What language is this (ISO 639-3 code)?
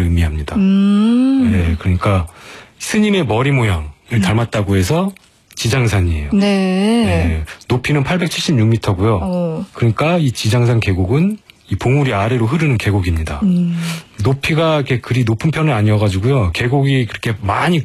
kor